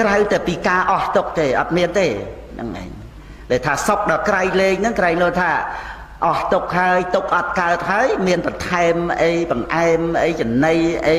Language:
Khmer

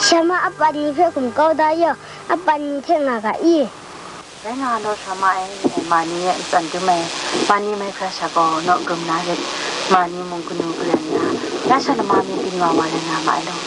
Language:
Kachin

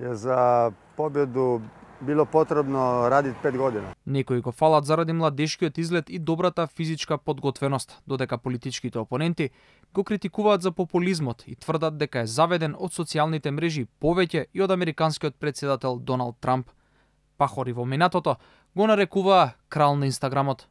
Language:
Macedonian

